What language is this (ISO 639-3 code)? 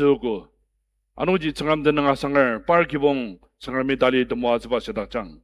njo